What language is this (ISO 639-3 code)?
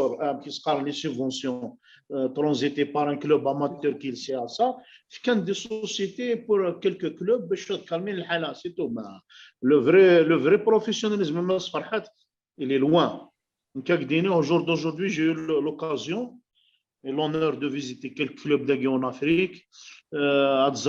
kab